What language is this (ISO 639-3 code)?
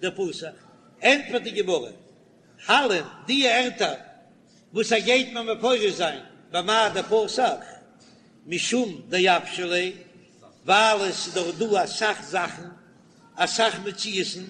yid